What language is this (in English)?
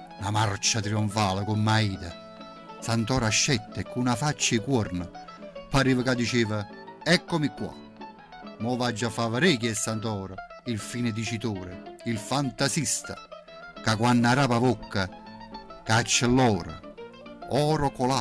Neapolitan